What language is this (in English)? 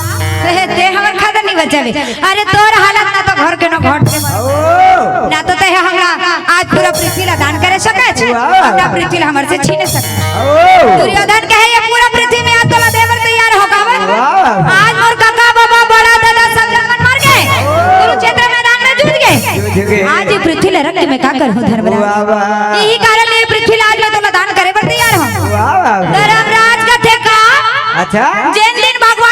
Chhattisgarhi